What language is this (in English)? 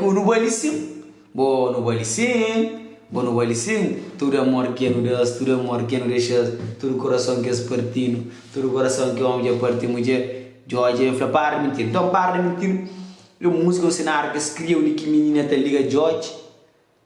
Kabuverdianu